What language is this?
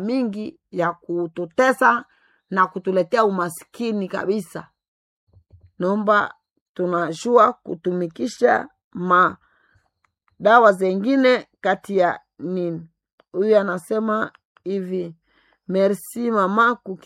Swahili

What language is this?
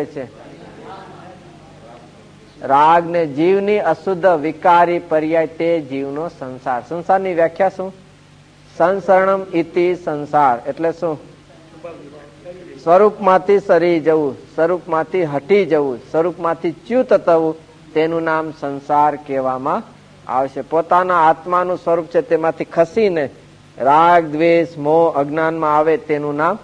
Gujarati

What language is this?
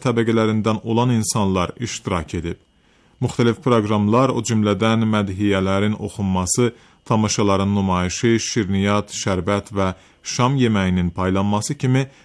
Azerbaijani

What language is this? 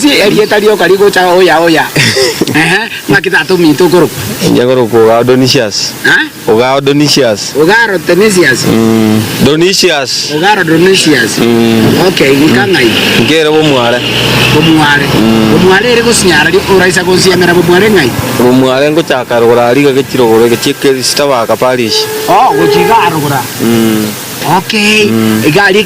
Gusii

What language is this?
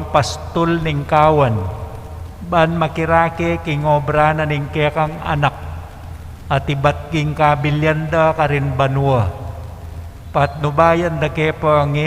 Pampanga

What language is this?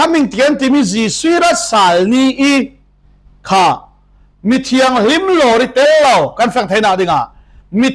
Falam Chin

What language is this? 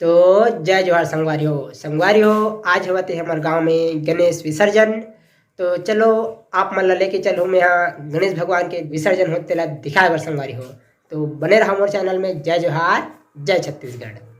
Chhattisgarhi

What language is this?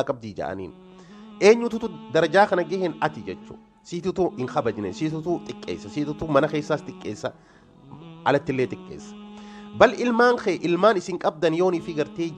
Oromo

